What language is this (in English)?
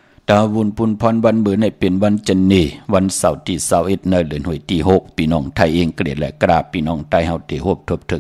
Shan